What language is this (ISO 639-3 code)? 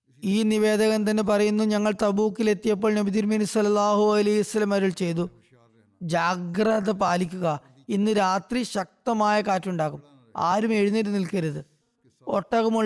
mal